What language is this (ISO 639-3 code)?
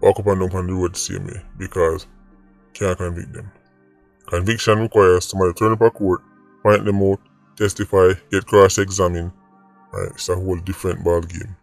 jam